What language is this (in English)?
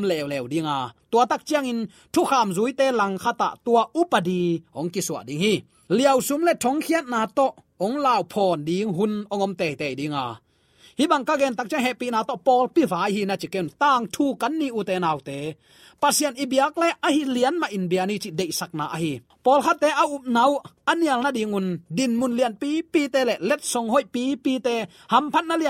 Tedim Chin